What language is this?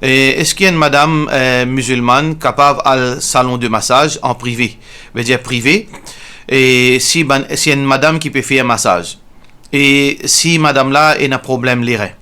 Morisyen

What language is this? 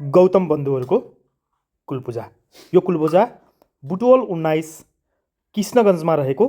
Nepali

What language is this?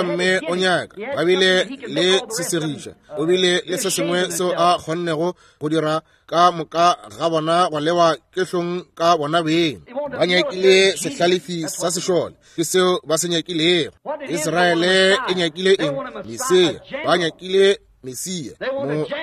Northern Sotho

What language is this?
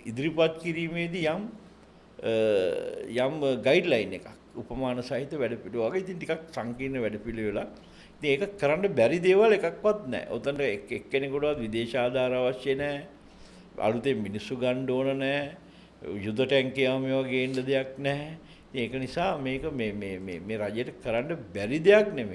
Sinhala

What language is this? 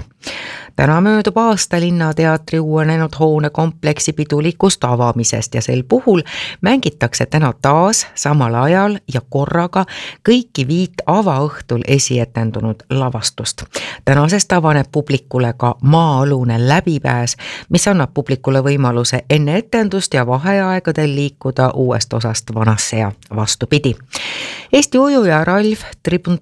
Estonian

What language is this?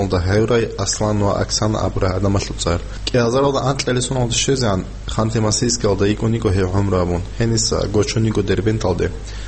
Avaric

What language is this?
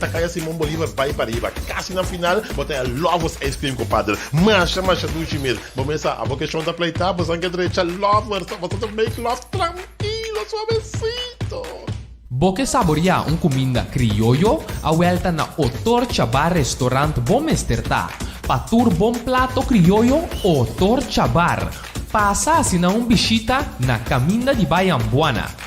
Papiamento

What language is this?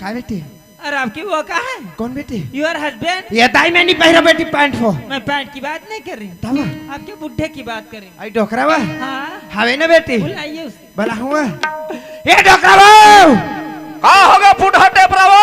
Chhattisgarhi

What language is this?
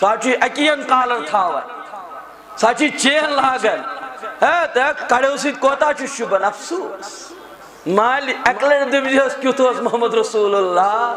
Kashmiri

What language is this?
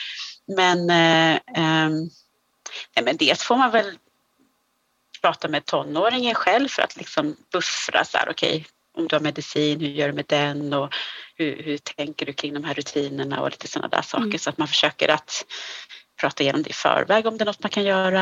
Swedish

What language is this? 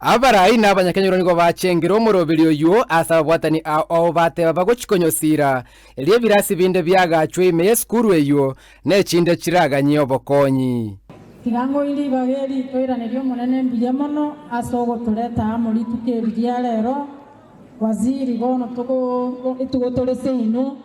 Gusii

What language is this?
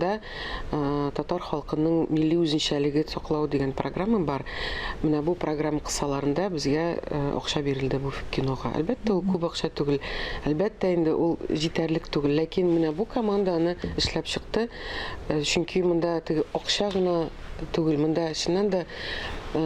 Tatar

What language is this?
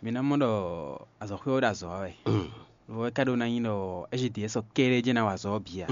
Fon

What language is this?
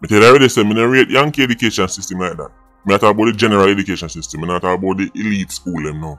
Jamaican Creole English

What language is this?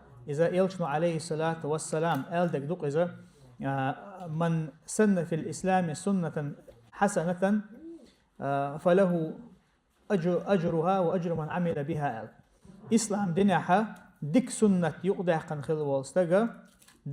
Chechen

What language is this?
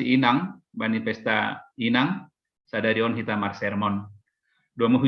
Batak Simalungun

